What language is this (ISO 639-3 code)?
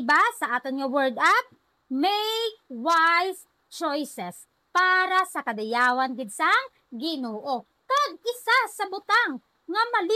hil